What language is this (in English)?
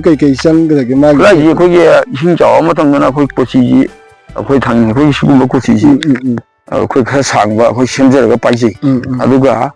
Manipuri